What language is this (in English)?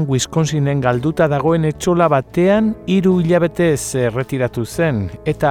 Basque